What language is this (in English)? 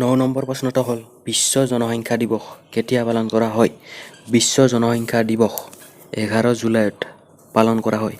Assamese